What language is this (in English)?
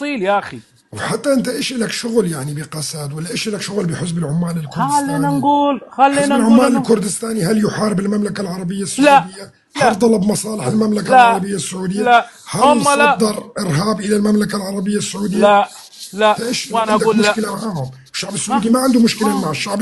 North Levantine Arabic